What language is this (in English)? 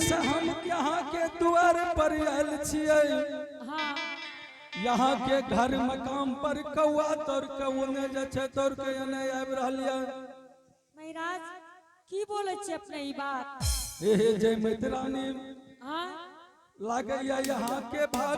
Angika